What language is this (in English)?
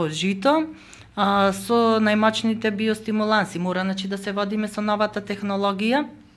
Macedonian